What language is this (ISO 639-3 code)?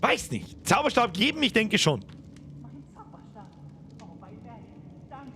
bar